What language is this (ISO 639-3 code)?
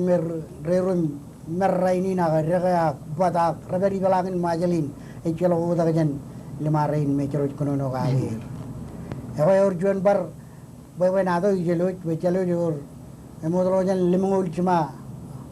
mah